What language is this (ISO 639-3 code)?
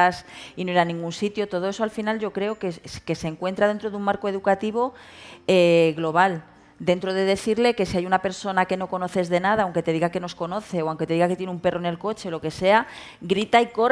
spa